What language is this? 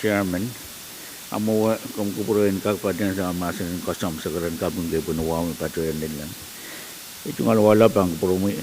Pohnpeian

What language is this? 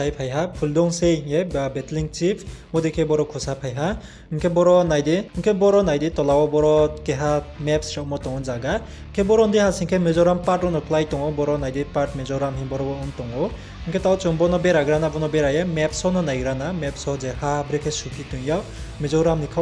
Riang (India)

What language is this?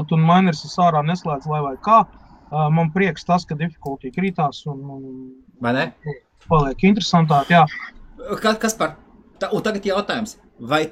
Latvian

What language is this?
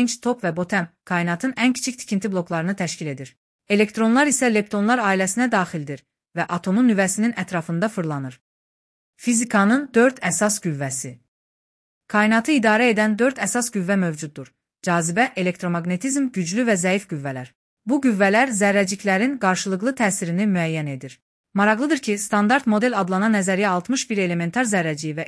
Azerbaijani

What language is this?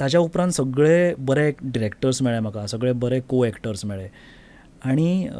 Konkani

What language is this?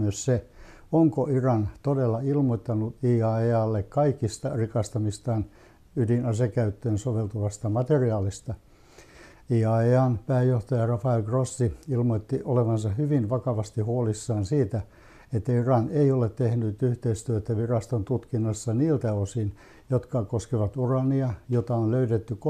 Finnish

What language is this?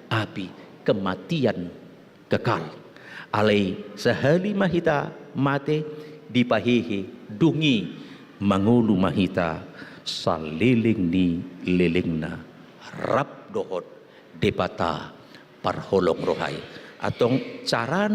Batak Toba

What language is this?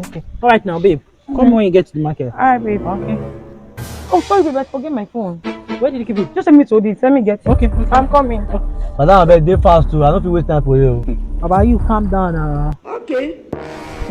Nigerian Pidgin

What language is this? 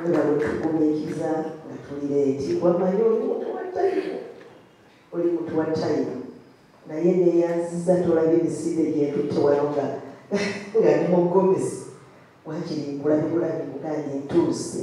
Ganda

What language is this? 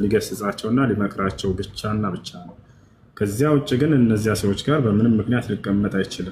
Amharic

